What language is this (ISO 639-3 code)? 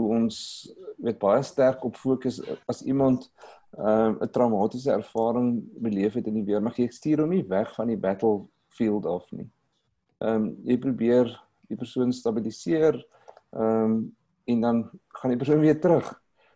afr